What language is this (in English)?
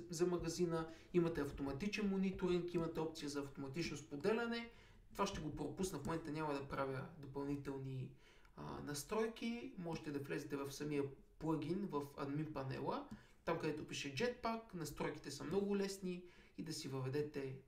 Bulgarian